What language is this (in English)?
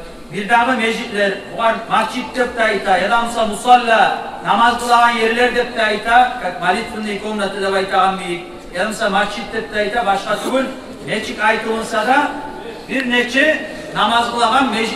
Kumyk